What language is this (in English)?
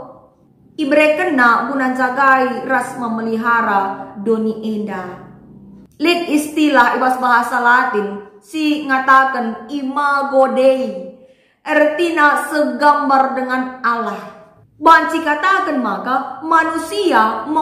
Batak Karo